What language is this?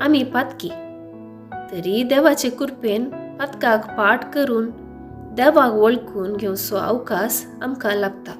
Konkani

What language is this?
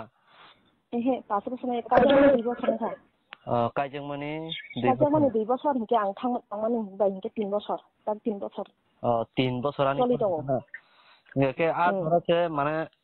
Kok Borok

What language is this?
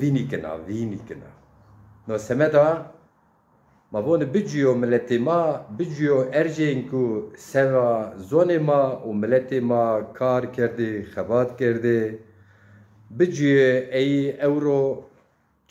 Zaza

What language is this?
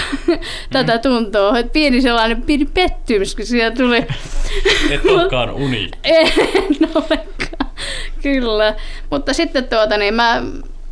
Finnish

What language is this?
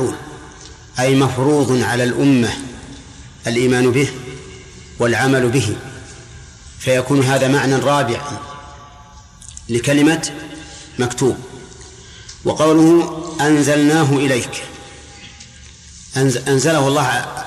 Arabic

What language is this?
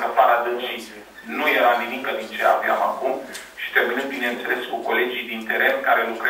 Romanian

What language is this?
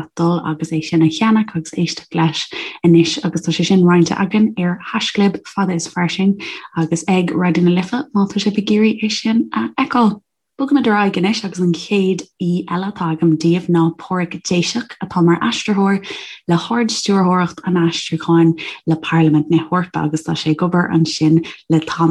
Irish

